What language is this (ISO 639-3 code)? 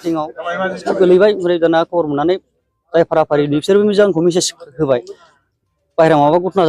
brx